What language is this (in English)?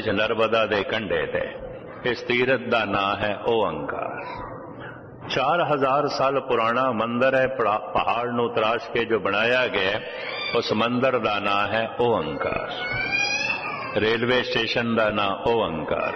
Punjabi